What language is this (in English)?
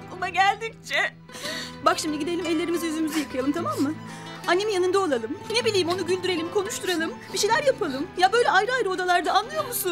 Turkish